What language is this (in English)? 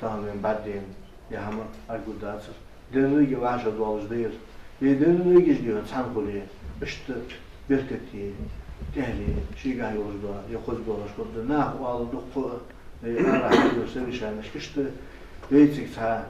Ingush